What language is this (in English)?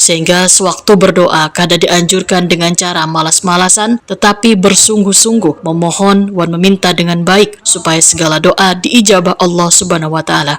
Banjar